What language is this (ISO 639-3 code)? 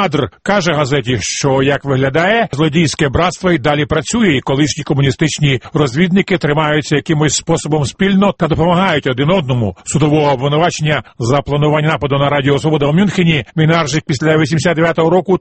ukr